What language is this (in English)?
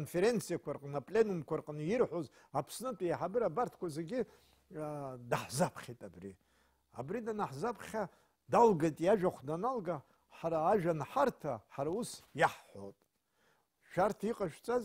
Abkhazian